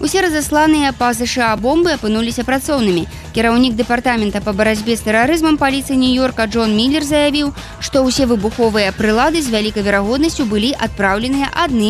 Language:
Belarusian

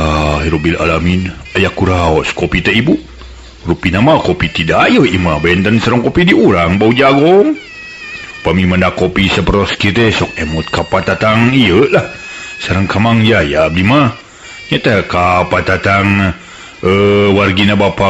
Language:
Sundanese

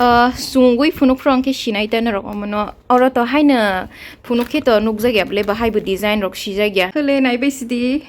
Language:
Kok Borok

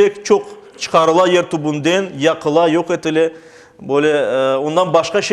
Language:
Crimean Tatar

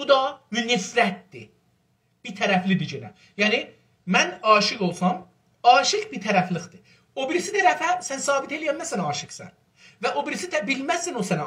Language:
South Azerbaijani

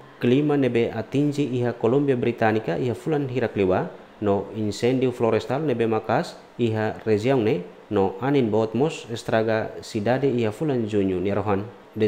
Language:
Tetum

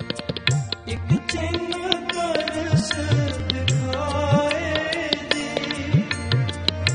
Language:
Hindi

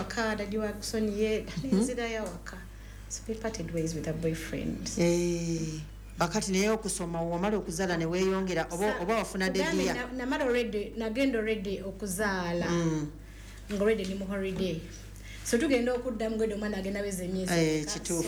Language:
Ganda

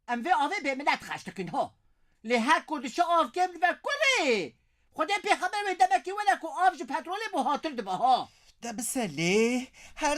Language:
Kurdish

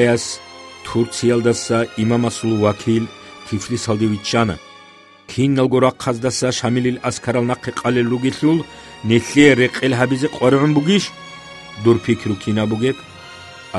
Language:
Avaric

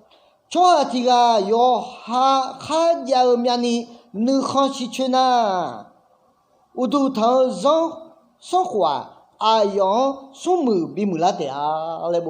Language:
Akha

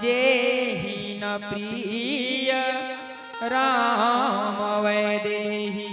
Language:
Chhattisgarhi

